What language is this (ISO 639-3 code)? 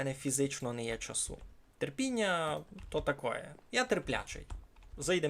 rue